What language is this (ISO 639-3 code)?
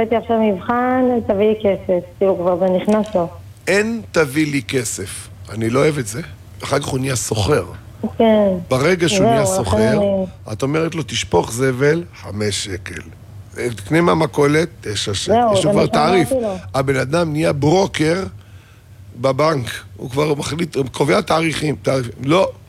heb